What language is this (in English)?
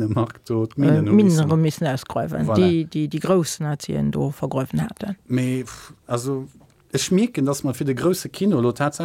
Luxembourgish